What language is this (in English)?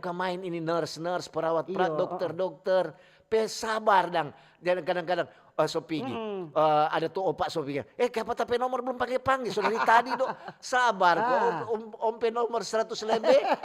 Manado Malay